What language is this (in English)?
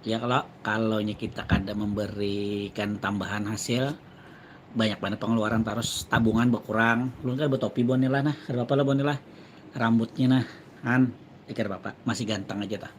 Banjar